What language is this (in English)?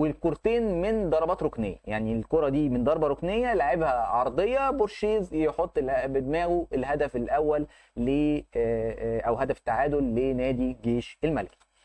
Egyptian Arabic